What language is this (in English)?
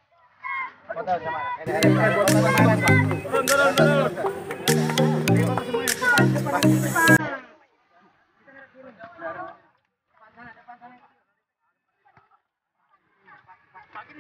Indonesian